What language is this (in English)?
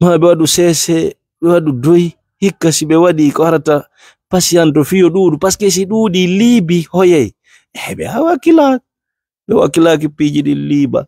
Fula